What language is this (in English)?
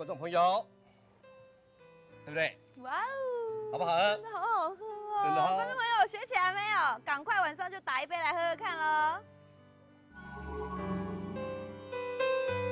Chinese